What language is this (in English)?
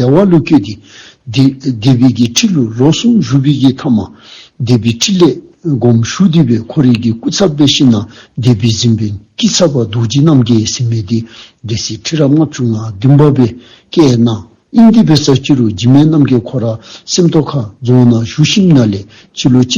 Dzongkha